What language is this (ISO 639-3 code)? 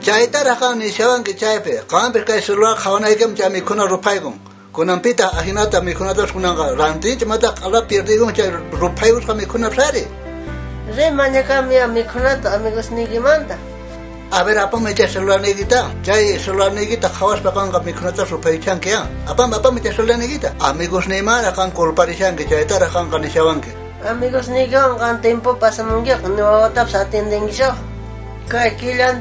quh